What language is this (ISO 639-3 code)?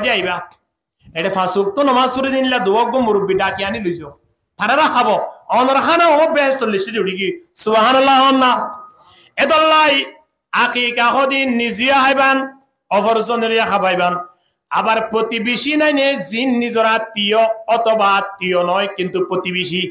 rhg